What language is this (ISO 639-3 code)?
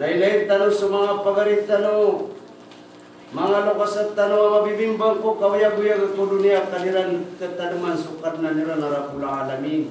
mrw